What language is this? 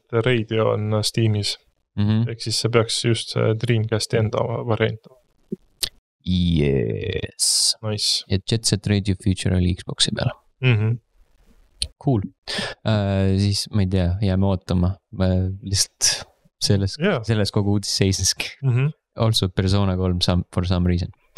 Estonian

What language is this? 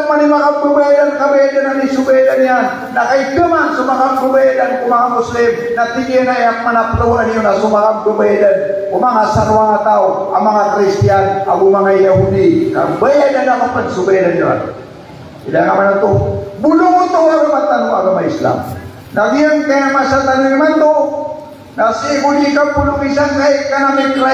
Maranao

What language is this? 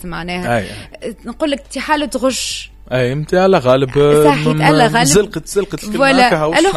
Tunisian Arabic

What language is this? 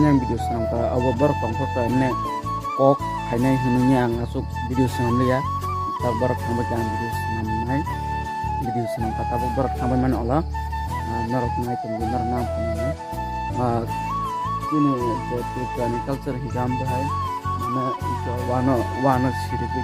Kok Borok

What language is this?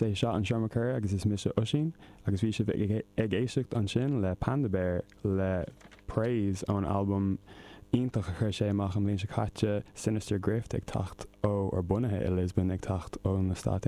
Irish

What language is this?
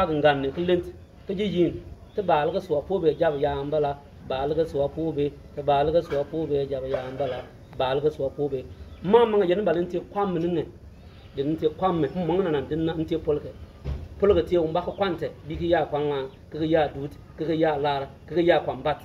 Bimoba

